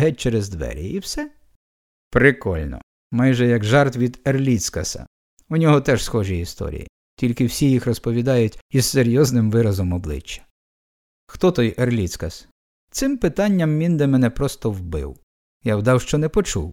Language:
Ukrainian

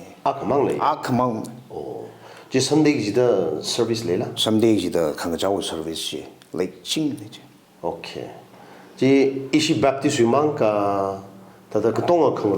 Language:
Tangkhul Naga (India)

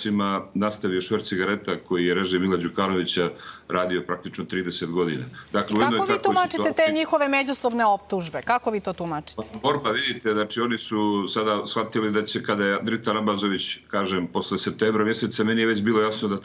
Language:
Serbian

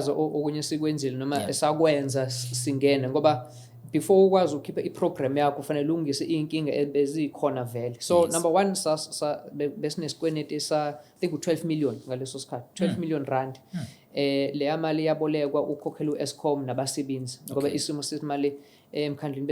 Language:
Zulu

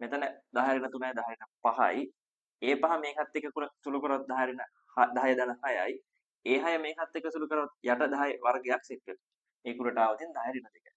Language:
Sinhala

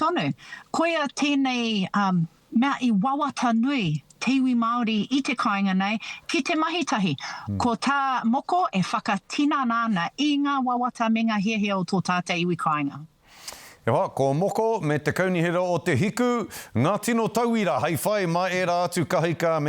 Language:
Māori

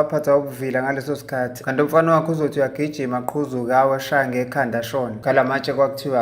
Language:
Zulu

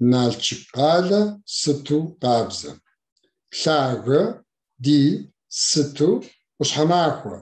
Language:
Kabardian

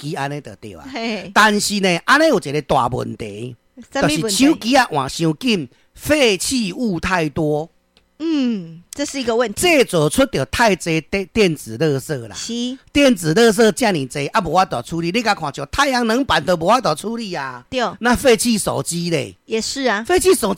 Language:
Min Nan Chinese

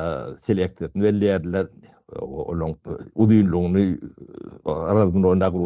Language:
Turkmen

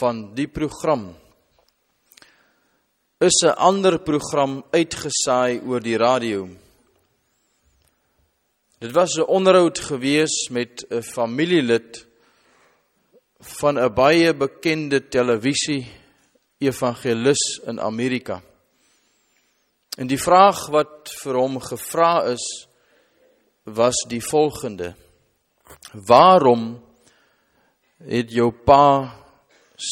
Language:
Afrikaans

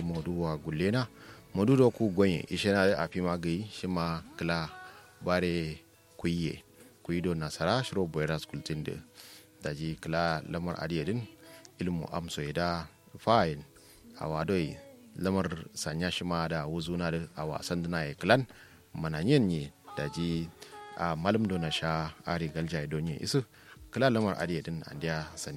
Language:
Kanuri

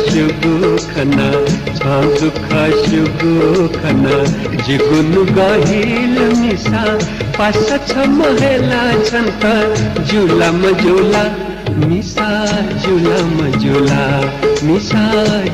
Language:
Newari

